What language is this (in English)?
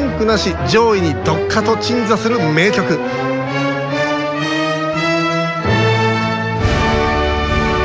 Japanese